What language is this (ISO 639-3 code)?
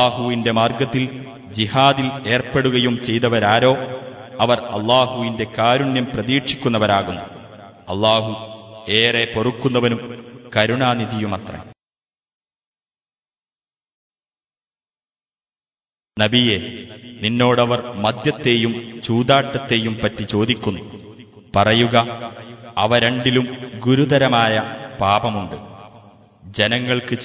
mal